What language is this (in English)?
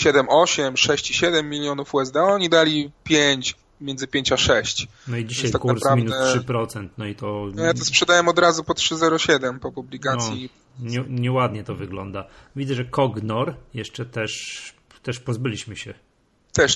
Polish